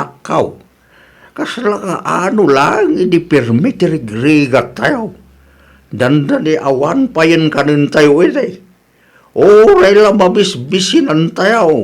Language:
Iloko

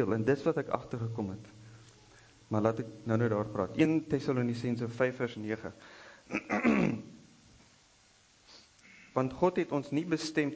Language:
Afrikaans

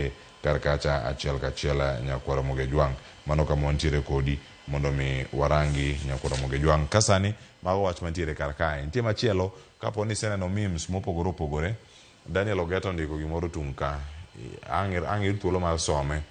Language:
Luo (Kenya and Tanzania)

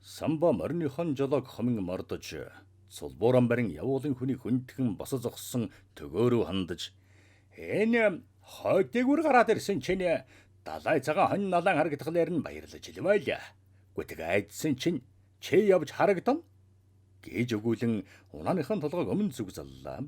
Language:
Mongolian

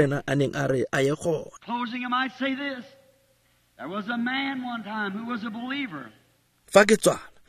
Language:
Tswana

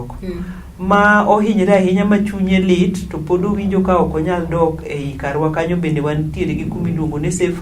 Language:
Luo (Kenya and Tanzania)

